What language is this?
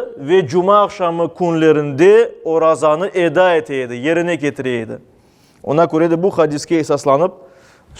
Crimean Tatar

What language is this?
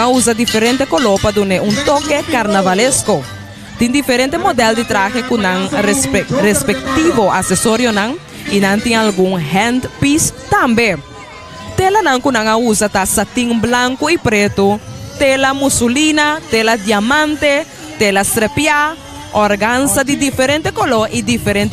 Papiamento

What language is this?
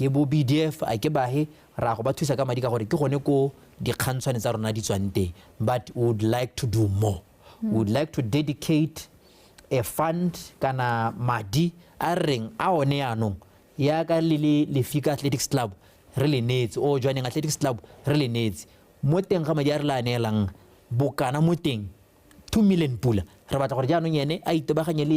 Tswana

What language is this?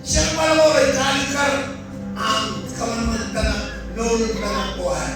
Marshallese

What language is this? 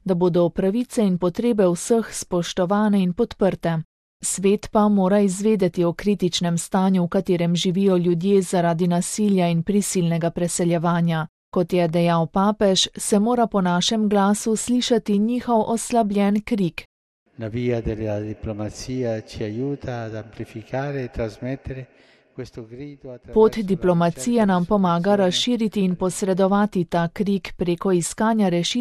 Slovenian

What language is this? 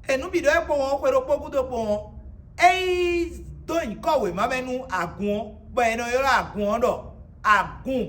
Fon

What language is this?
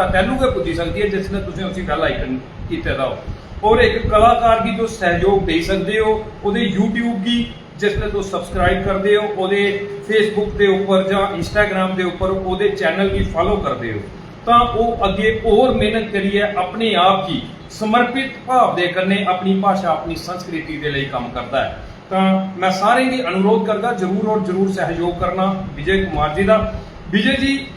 Dogri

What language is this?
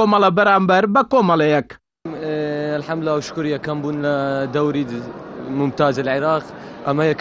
Central Kurdish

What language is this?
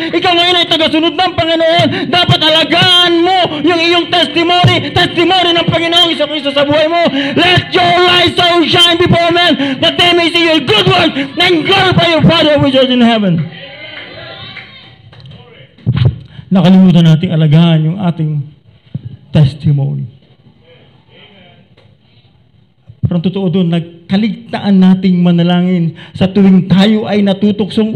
Filipino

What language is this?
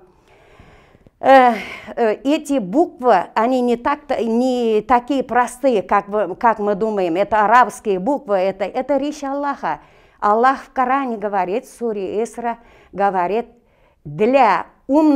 Russian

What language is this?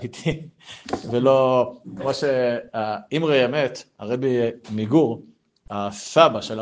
Hebrew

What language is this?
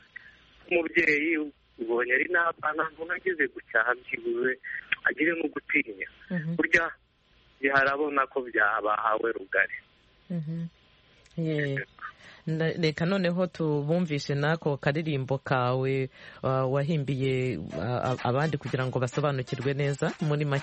Kinyarwanda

